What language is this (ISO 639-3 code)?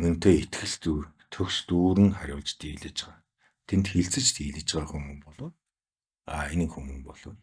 mon